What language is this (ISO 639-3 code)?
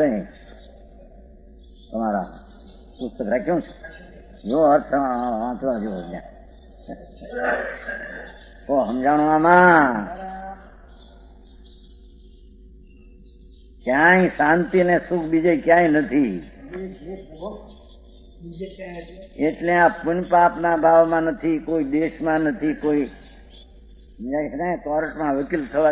guj